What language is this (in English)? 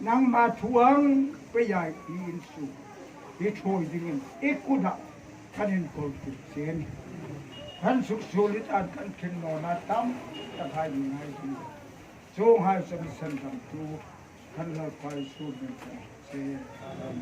Hmar